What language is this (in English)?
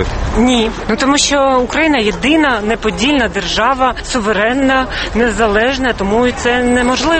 Ukrainian